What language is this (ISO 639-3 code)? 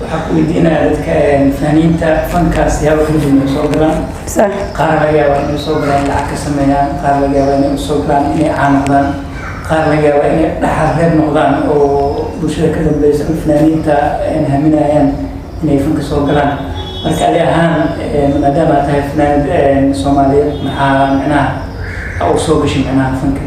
som